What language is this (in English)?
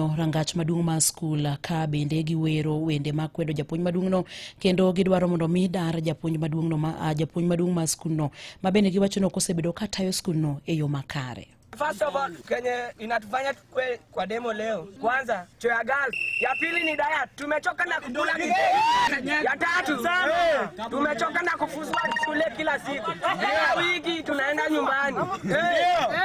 Luo (Kenya and Tanzania)